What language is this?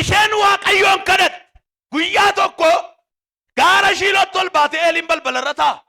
Oromo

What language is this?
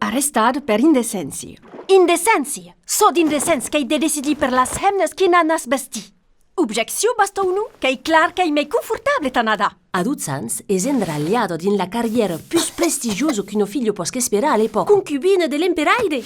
Occitan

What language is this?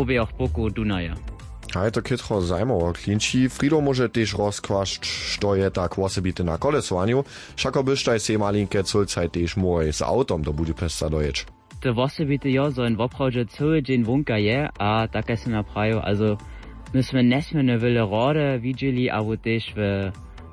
Upper Sorbian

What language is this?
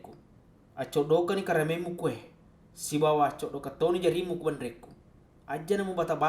Buginese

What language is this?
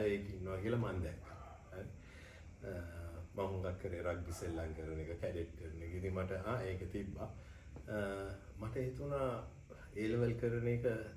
Sinhala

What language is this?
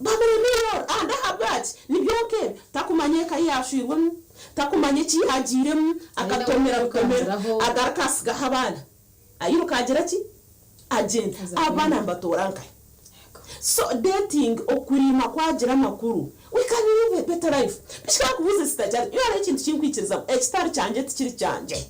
Nyankole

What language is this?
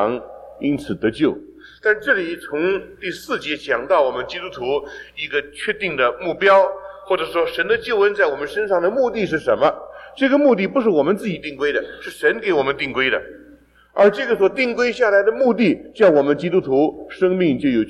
Chinese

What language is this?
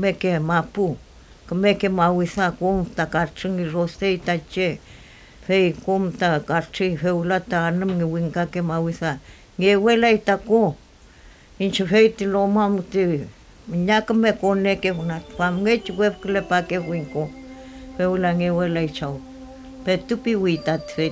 Mapuche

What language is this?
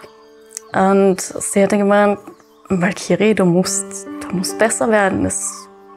German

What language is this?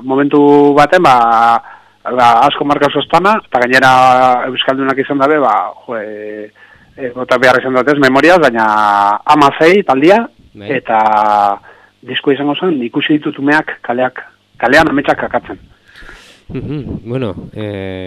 Basque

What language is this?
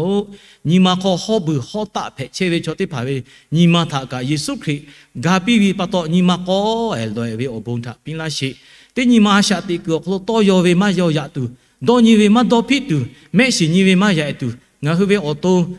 Lahu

